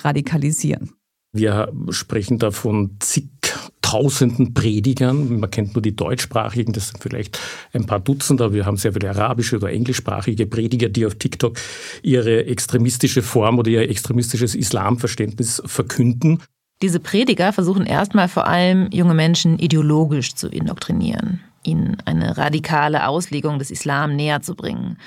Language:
German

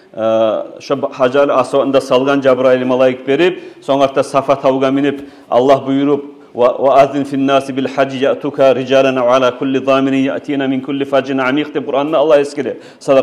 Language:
Kumyk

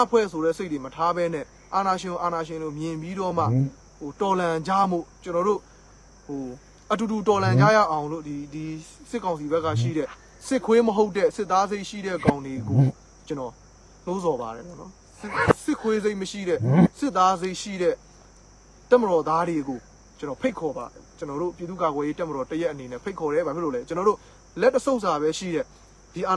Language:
Burmese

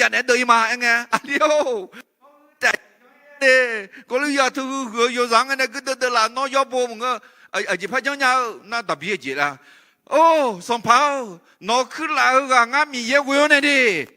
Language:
Akha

